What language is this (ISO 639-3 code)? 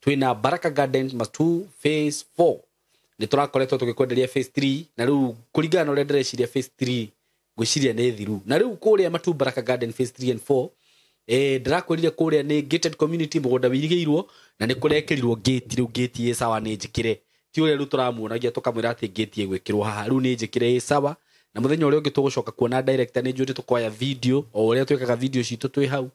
kik